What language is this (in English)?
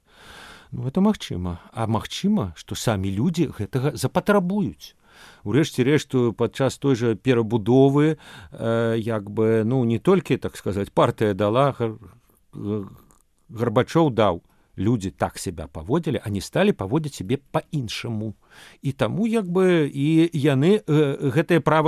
Belarusian